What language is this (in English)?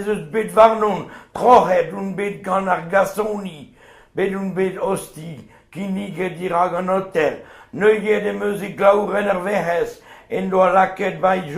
Breton